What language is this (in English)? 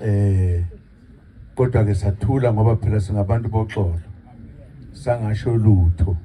Zulu